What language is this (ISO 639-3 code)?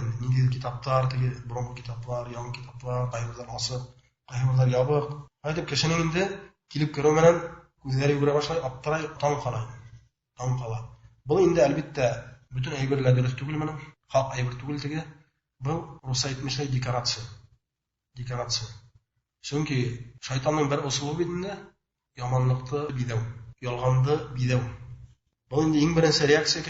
bak